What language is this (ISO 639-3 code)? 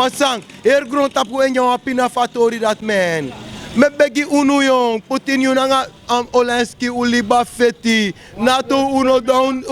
srn